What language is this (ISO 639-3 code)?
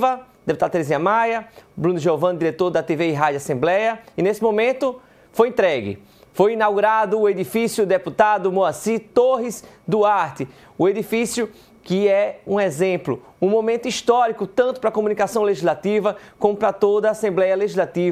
por